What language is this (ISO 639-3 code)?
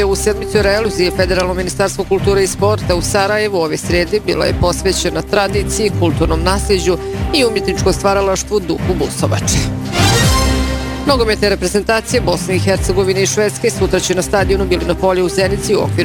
bos